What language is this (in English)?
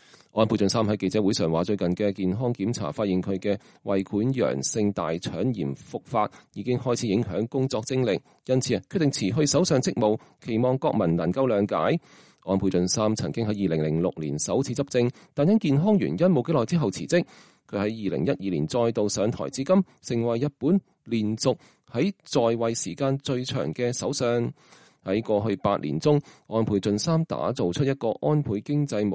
Cantonese